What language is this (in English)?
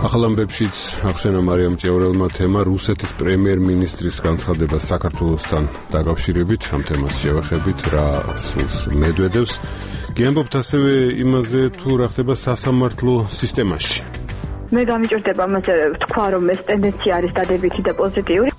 Georgian